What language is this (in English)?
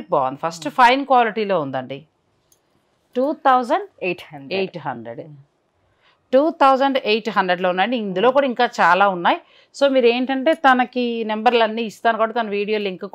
Telugu